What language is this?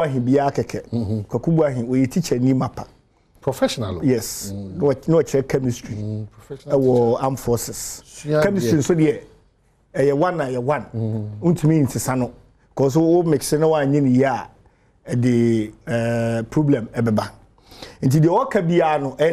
Akan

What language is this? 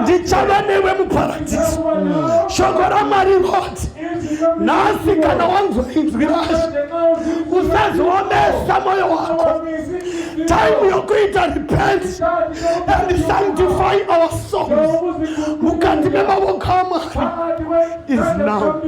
Shona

